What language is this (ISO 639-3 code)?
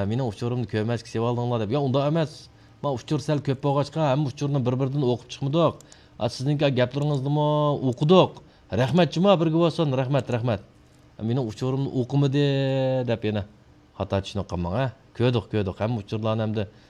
uig